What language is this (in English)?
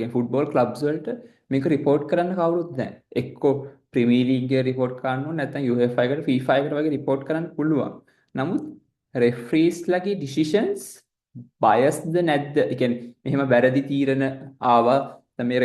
Sinhala